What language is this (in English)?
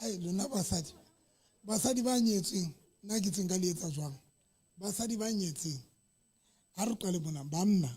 Southern Sotho